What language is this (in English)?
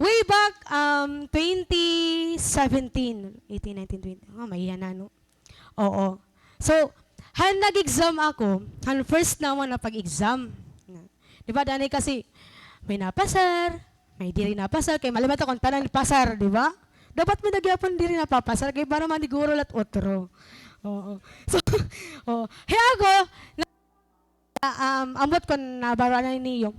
Waray